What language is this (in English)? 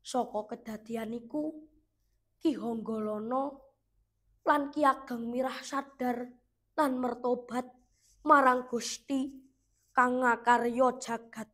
Javanese